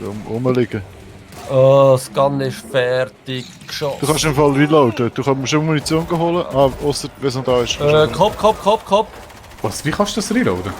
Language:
Swiss German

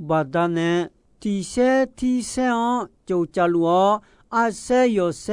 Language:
Akha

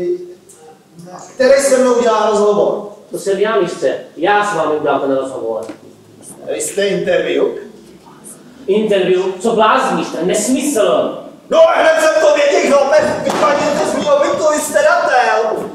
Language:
Czech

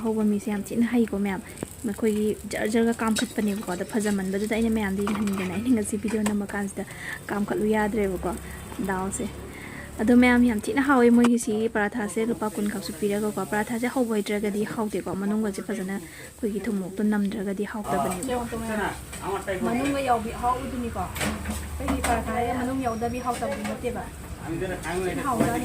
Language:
Manipuri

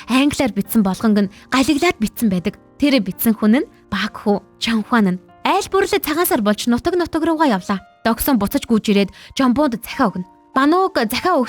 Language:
Mongolian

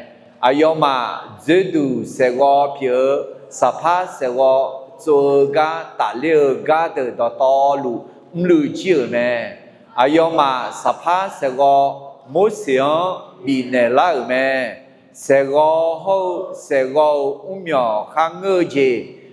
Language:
Akha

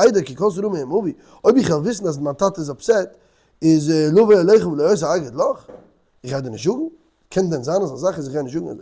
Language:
Yiddish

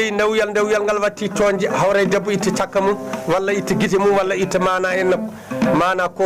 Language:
Fula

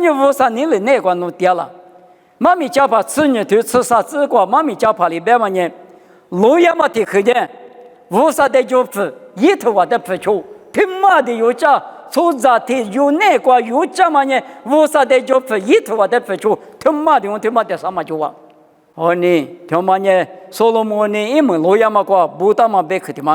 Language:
Lisu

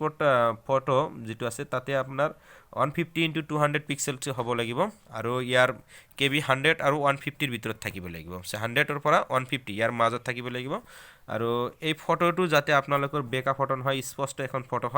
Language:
Assamese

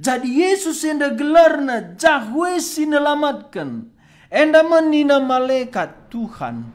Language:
Batak Karo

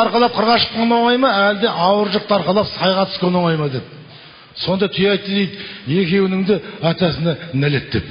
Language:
Kazakh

